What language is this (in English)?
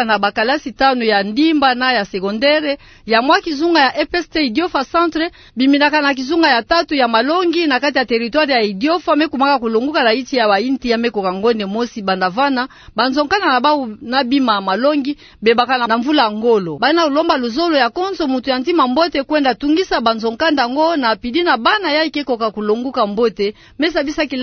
Kituba (Democratic Republic of Congo)